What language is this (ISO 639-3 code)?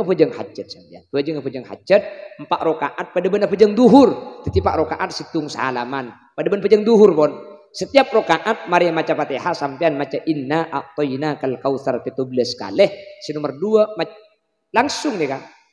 mad